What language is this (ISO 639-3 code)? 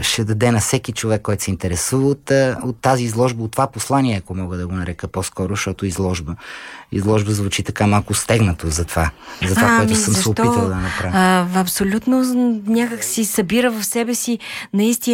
bul